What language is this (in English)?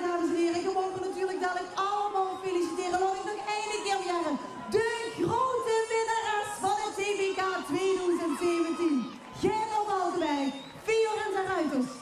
Limburgish